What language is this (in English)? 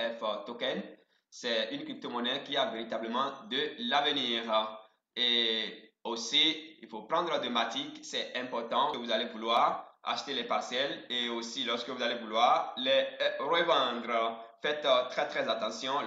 French